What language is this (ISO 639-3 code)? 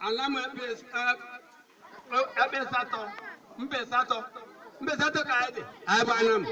ibo